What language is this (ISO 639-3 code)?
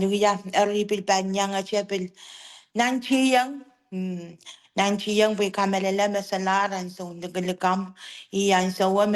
pon